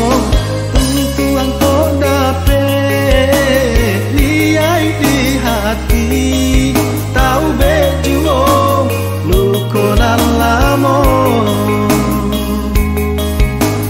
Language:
Minangkabau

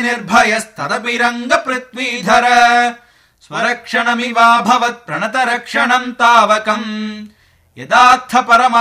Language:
Sanskrit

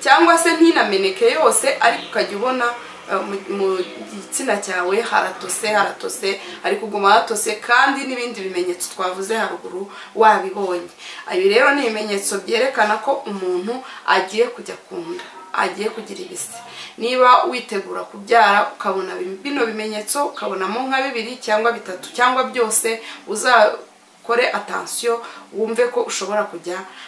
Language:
Kinyarwanda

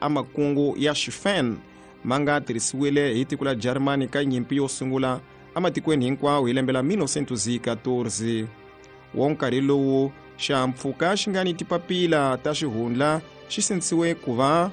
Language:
Tsonga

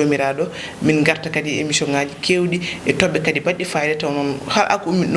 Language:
Fula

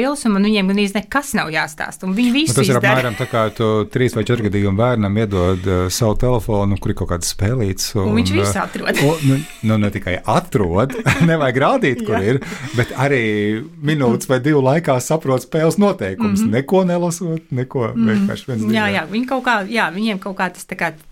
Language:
Latvian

